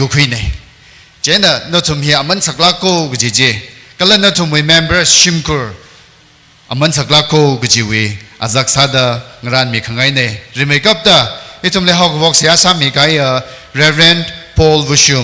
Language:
Tangkhul Naga (India)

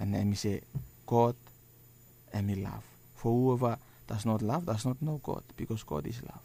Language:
Bislama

